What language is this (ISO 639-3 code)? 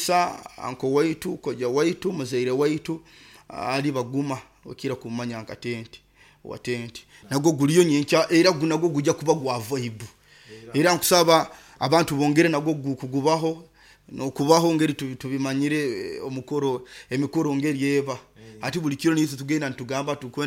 nyo